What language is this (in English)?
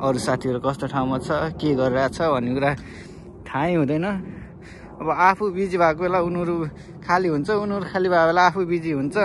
Nepali